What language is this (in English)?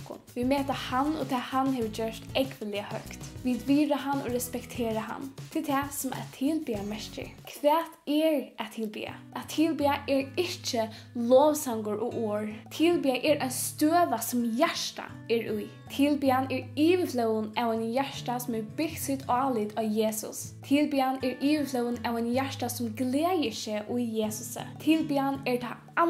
Faroese